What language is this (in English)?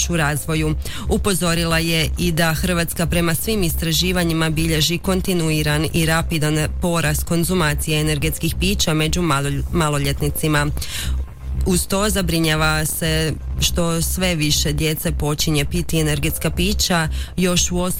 Croatian